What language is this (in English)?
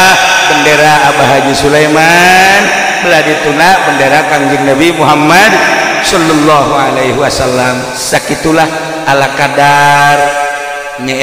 Sundanese